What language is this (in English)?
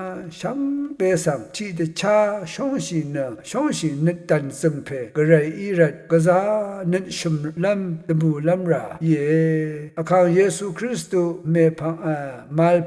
Rawang